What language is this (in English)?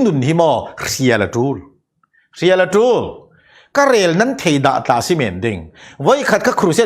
Falam Chin